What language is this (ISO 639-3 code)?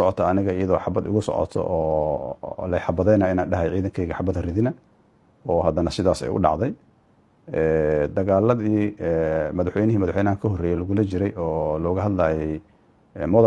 som